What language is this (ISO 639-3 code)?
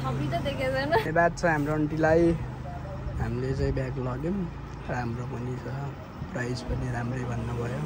nep